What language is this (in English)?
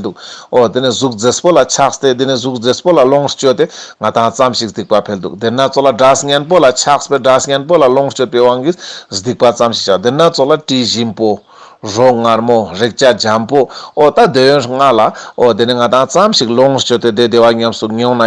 Ladakhi